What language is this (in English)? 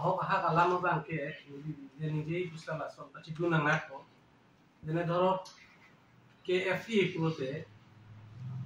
Karbi